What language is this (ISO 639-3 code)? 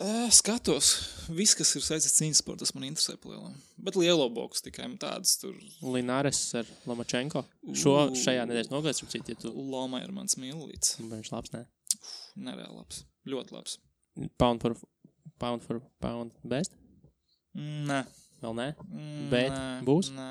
lav